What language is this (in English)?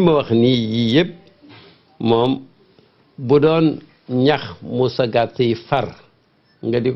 Wolof